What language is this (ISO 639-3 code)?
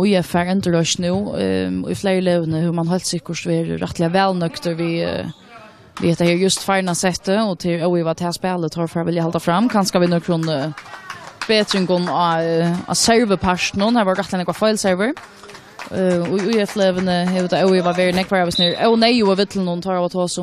fao